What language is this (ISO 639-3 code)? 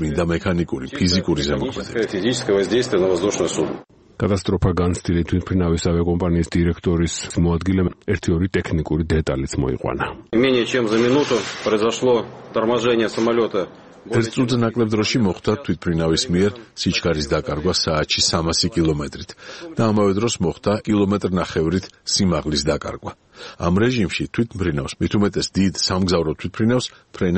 kat